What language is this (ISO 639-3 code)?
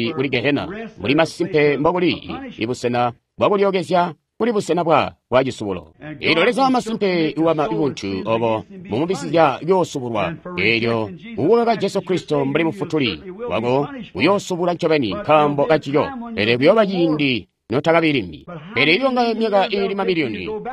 toi